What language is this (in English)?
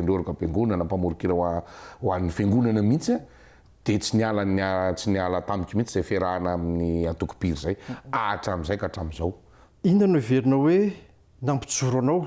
Malagasy